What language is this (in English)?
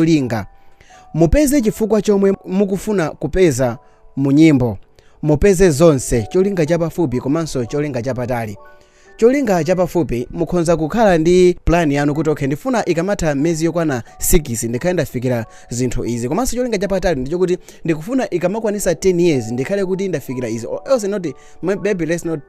Nyanja